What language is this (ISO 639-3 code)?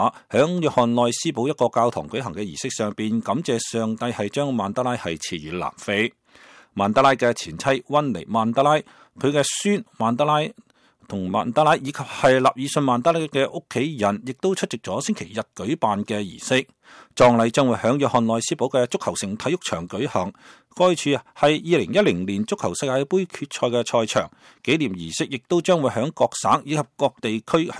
yue